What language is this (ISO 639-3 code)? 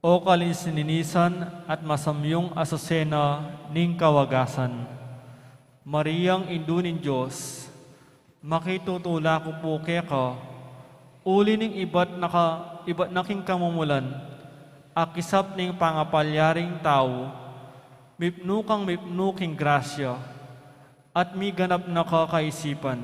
pam